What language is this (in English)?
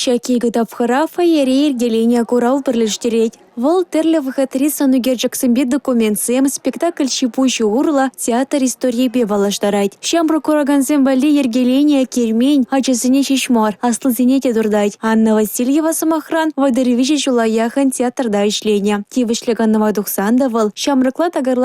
Chuvash